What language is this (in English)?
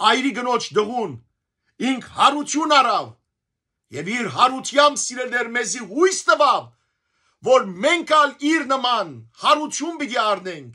Western Armenian